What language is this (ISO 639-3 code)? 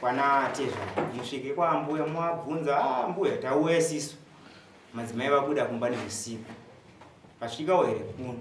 sna